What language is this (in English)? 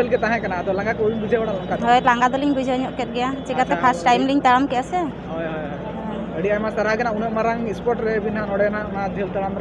Santali